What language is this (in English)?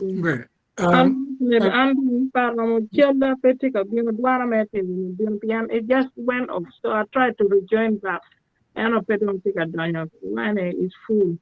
Acoli